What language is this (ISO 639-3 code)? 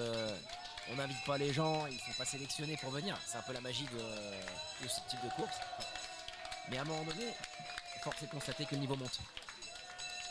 fra